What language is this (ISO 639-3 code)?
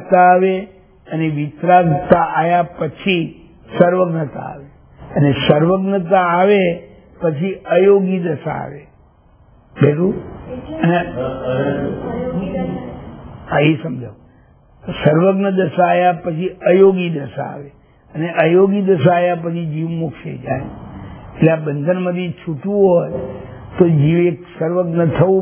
guj